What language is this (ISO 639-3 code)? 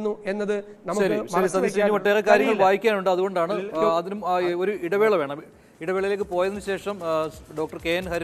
mal